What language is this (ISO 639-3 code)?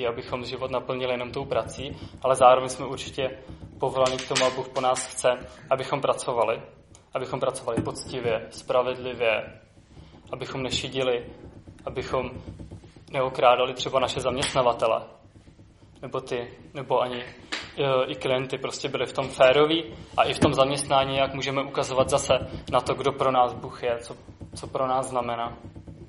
ces